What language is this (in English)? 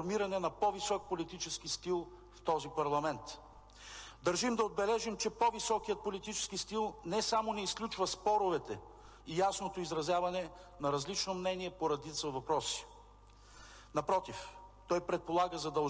Bulgarian